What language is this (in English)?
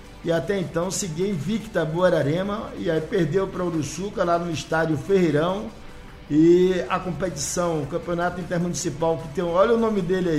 Portuguese